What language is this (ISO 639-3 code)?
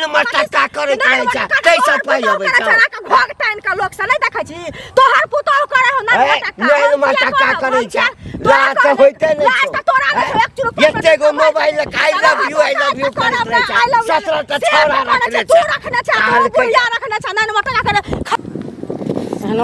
mai